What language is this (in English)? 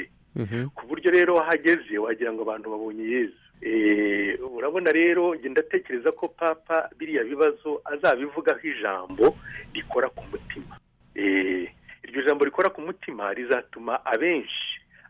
Kinyarwanda